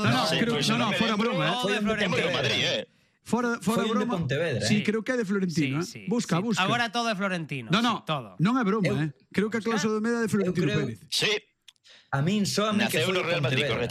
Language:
Galician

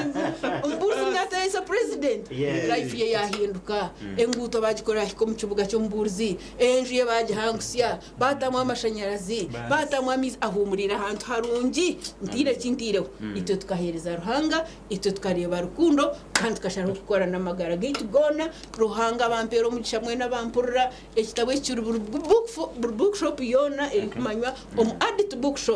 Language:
Nyankole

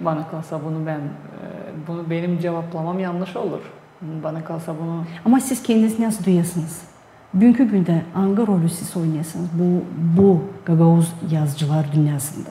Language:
Gagauz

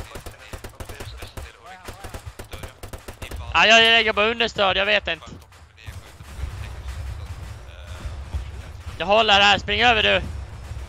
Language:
Swedish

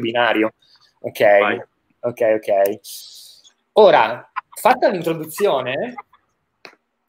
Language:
Italian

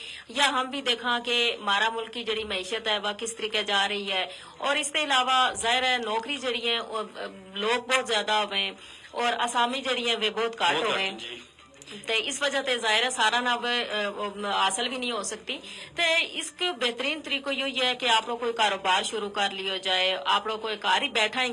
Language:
Gujari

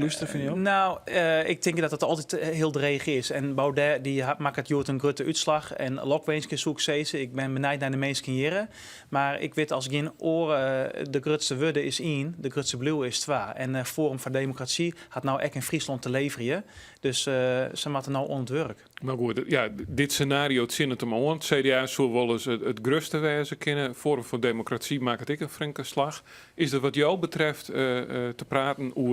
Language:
Western Frisian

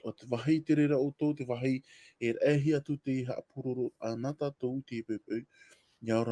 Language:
Tahitian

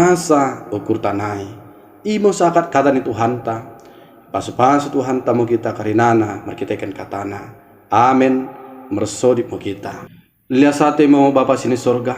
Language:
Batak Dairi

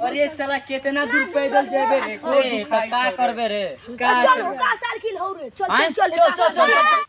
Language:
Magahi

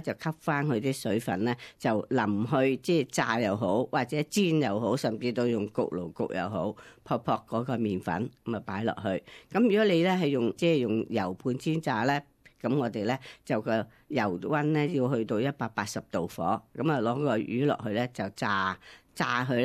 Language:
Cantonese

